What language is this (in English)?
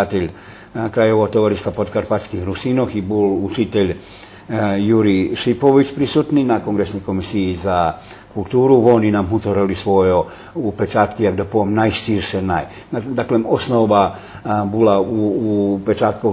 Rusyn